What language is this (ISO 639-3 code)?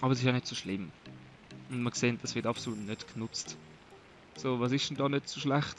gsw